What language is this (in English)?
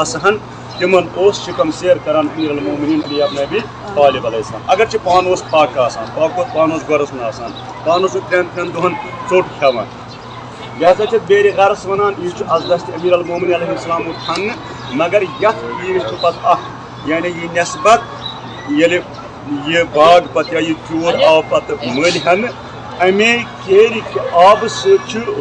Kashmiri